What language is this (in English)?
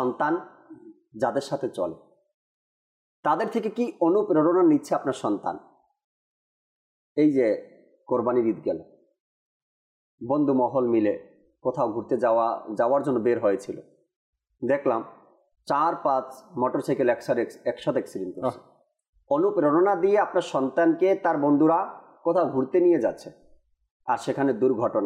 Bangla